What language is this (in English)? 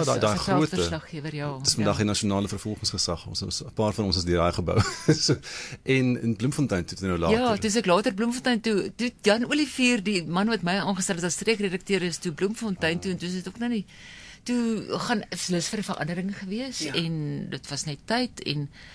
Afrikaans